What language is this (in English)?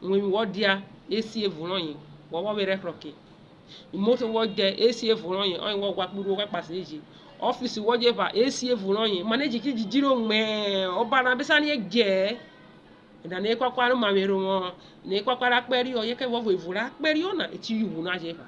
Urhobo